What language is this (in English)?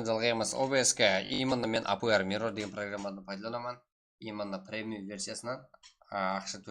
Kara-Kalpak